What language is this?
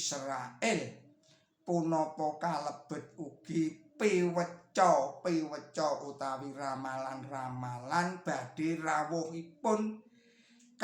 Javanese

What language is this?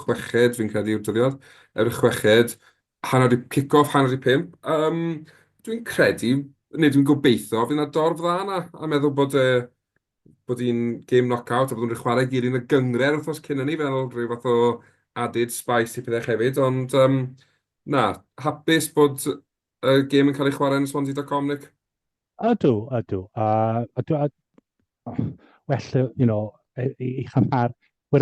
Welsh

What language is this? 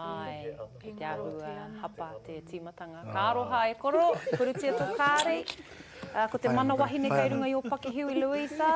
Māori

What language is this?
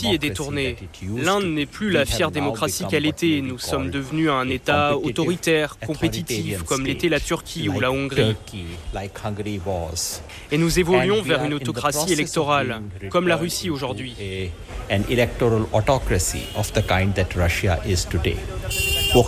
French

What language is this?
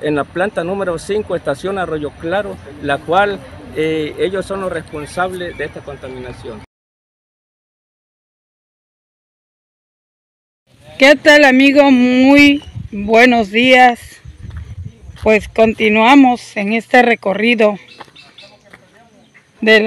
Spanish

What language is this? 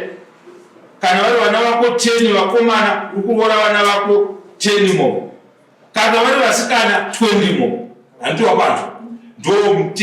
Shona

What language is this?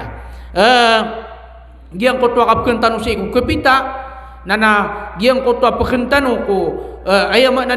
Maranao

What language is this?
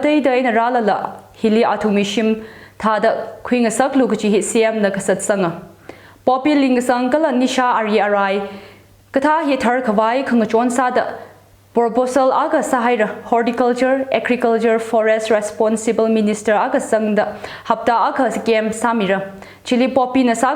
Tangkhul Naga (India)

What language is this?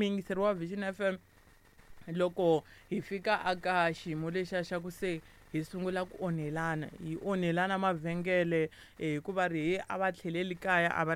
Tsonga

